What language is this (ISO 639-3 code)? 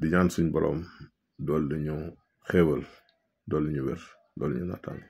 wol